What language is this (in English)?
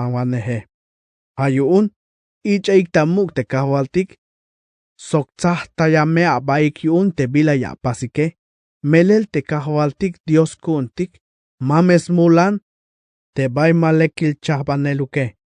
Tzeltal